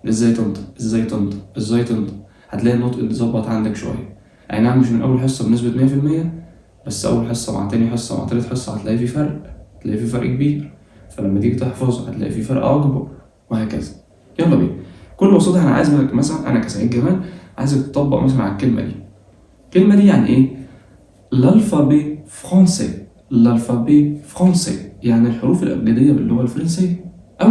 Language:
Egyptian Arabic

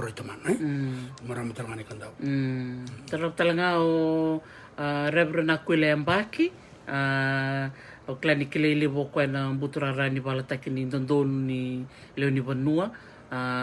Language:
Fijian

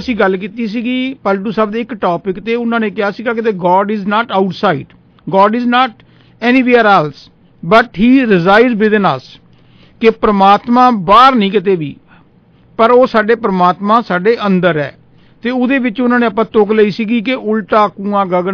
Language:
Punjabi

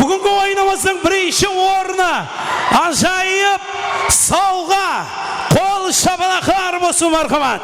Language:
Kara-Kalpak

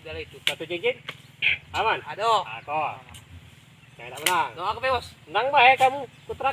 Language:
Musi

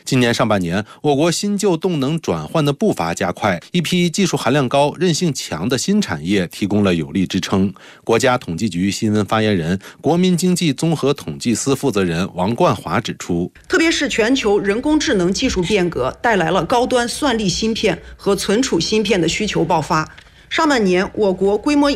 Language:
Chinese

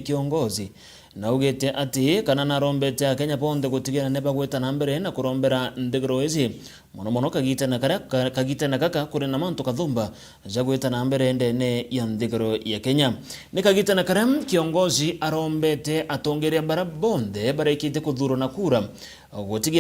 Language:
Meru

